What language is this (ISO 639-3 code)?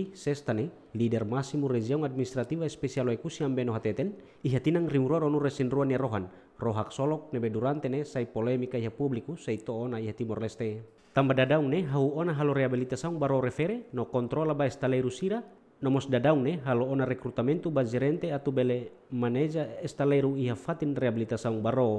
tet